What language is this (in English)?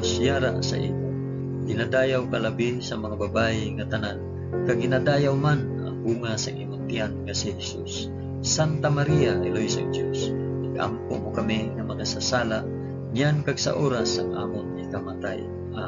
Hiligaynon